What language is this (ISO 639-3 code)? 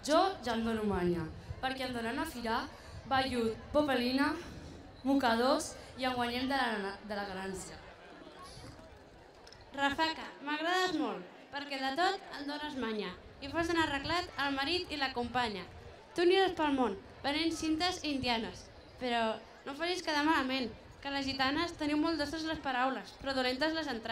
cat